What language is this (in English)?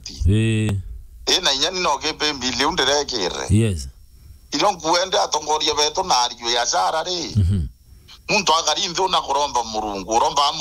Meru